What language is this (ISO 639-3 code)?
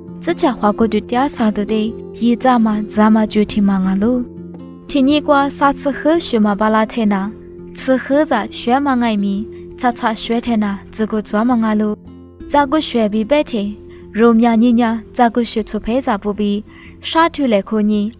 lis